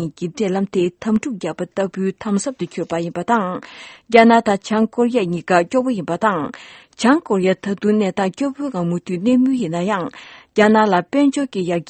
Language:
Tibetan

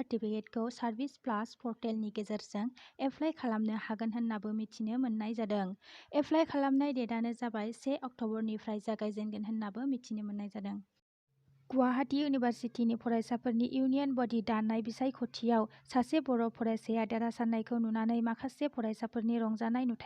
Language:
Bodo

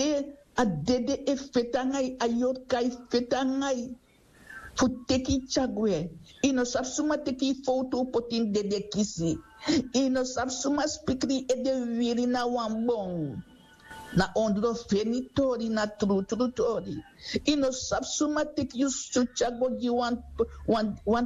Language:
Sranan Tongo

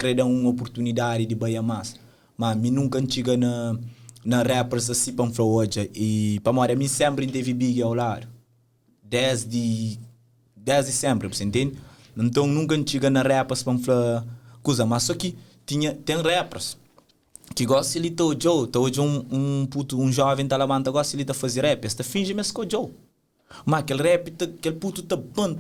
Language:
Kabuverdianu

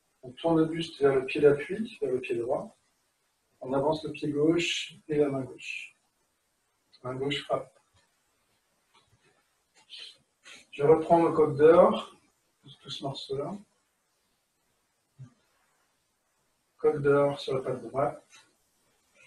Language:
French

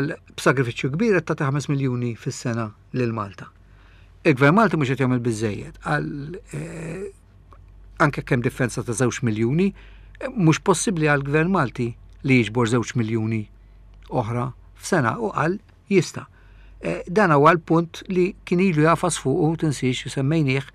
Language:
Maltese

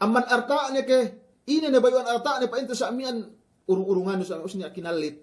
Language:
Yakan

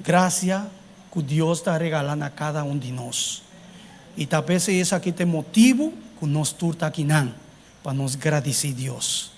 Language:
Papiamento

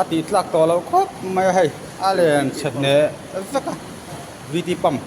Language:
Mizo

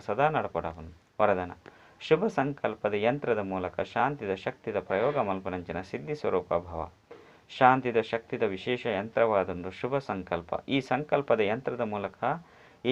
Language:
Tulu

